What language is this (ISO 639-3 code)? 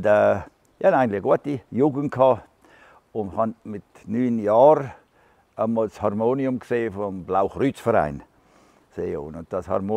gsw